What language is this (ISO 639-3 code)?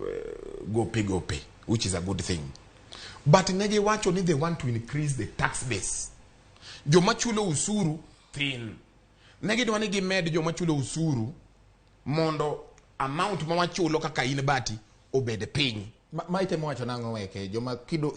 luo